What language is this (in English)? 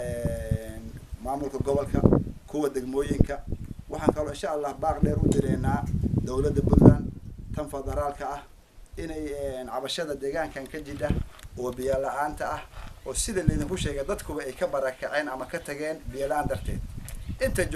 Somali